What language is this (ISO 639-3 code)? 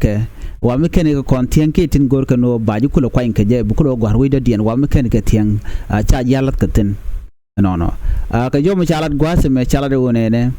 nus